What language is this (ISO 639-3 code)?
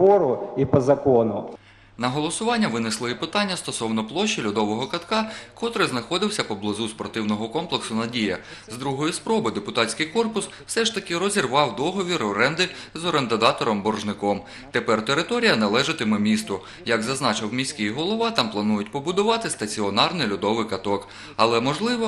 ukr